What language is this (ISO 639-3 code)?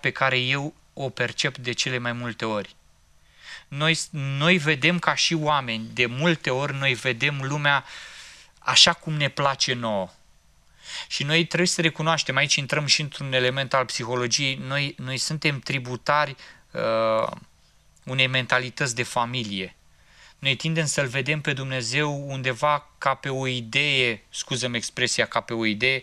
ron